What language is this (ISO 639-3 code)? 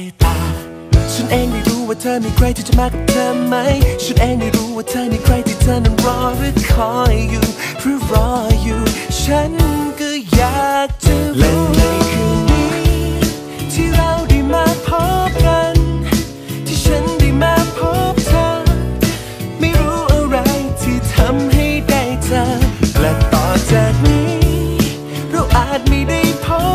tha